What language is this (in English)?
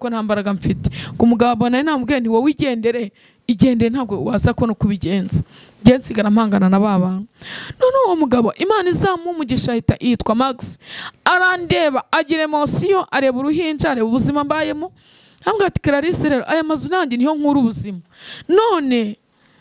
Kinyarwanda